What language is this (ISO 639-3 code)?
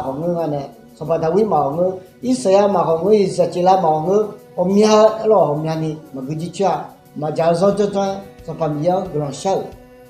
ahk